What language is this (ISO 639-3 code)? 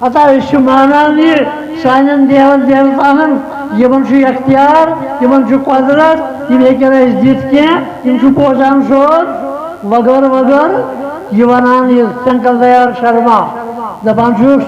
kas